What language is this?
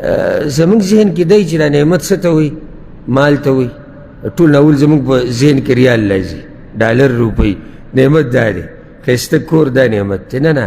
Pashto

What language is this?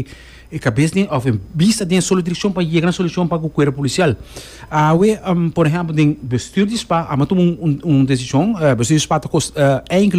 Papiamento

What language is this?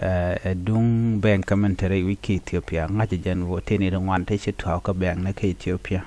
Nuer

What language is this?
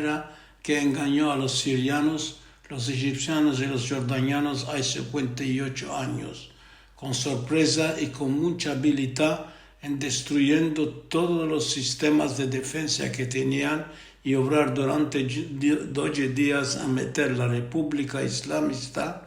Ladino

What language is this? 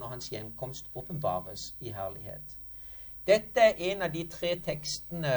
Norwegian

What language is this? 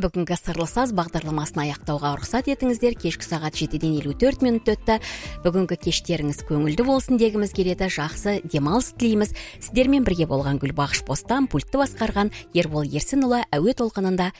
Kazakh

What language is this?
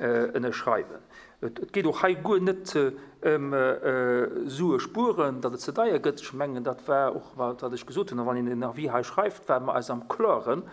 Luxembourgish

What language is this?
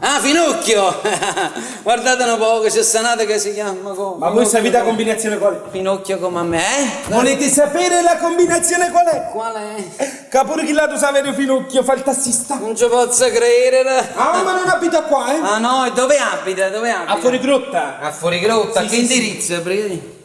Neapolitan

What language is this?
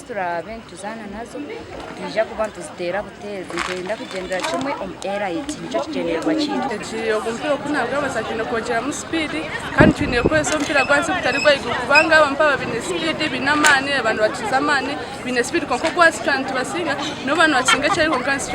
Nyankole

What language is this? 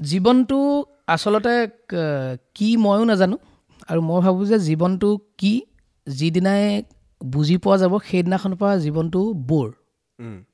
Assamese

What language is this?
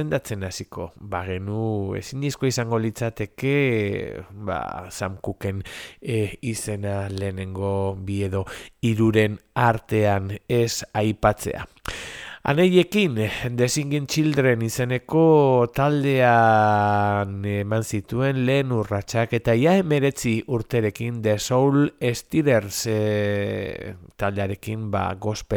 Basque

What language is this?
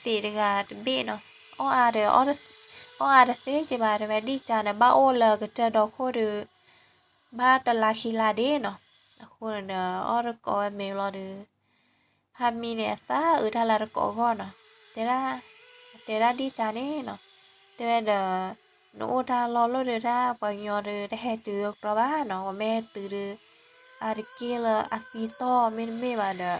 S'gaw Karen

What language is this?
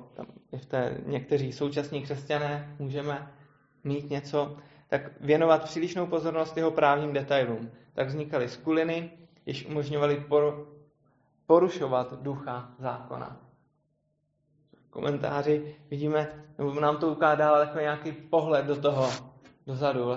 Czech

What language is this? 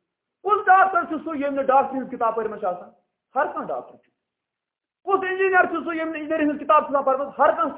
Kashmiri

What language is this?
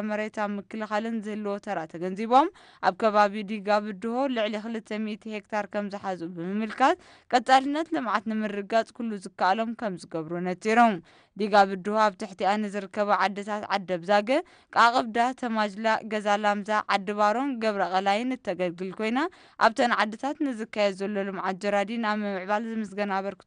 Tigrinya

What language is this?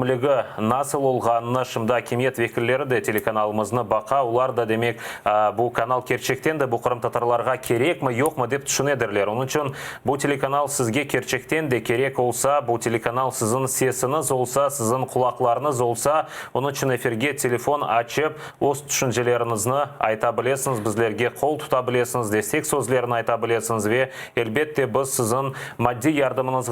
Crimean Tatar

